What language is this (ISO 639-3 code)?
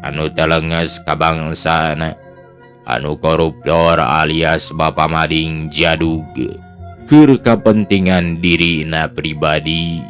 sun